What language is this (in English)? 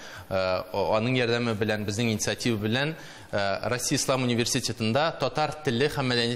Tatar